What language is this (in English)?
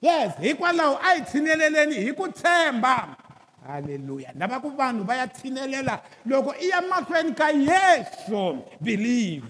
Tsonga